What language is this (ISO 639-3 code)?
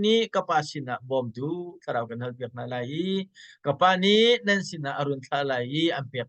cnh